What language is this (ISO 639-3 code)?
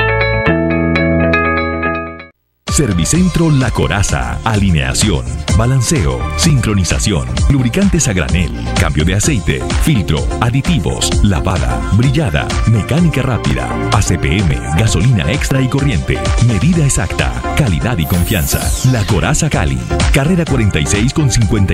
spa